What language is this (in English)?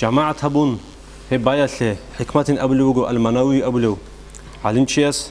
Avaric